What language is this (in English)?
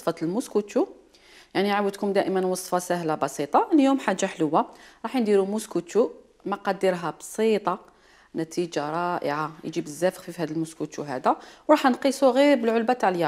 Algerian Arabic